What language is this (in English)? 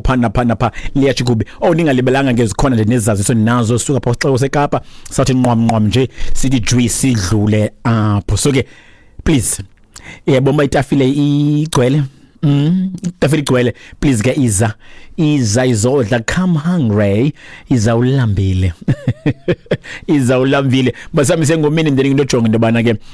Xhosa